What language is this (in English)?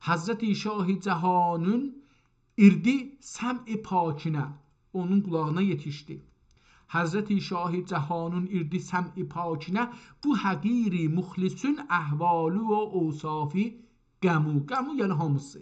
South Azerbaijani